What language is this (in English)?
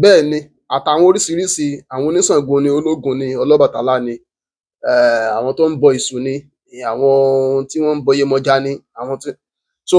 Yoruba